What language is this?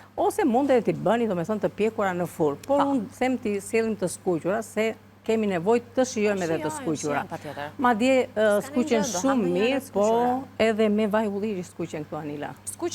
Albanian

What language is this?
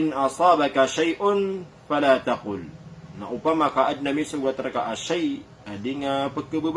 Maranao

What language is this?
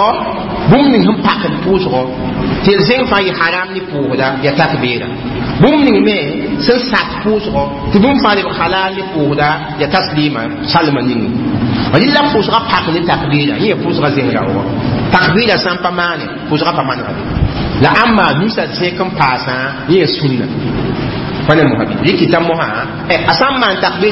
Mossi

